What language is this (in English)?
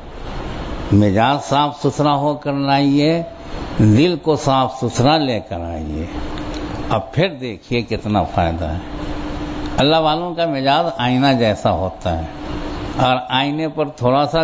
Urdu